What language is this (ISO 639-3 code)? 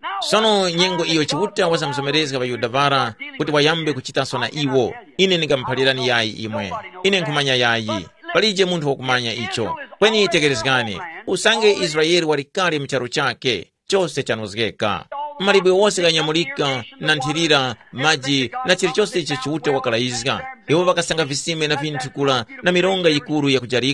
tum